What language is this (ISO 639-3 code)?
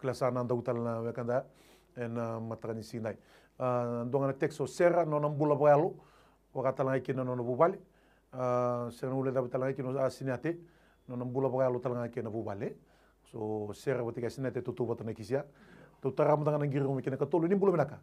fij